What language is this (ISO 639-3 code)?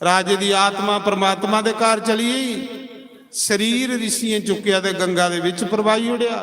doi